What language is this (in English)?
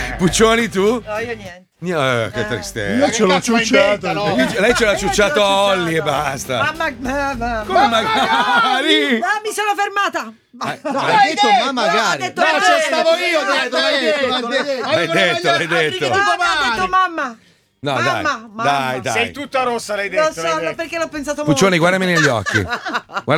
Italian